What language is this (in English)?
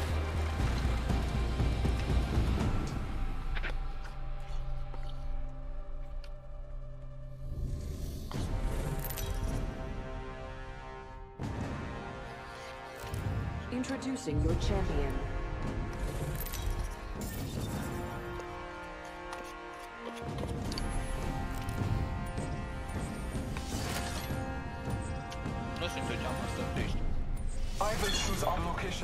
Romanian